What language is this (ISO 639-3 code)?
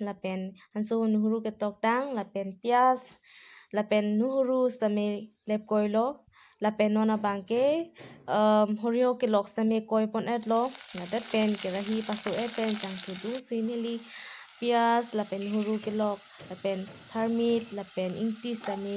mjw